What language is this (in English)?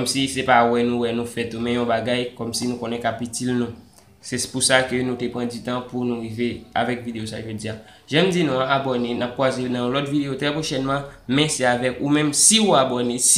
Haitian Creole